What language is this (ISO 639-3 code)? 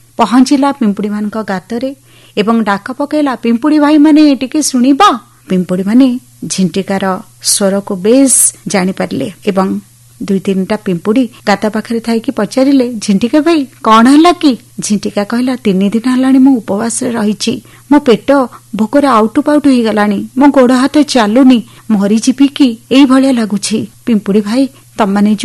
ori